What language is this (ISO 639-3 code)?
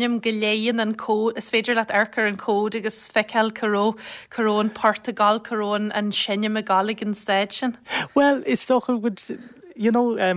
gle